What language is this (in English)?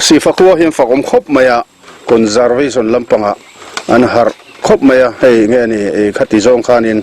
Mizo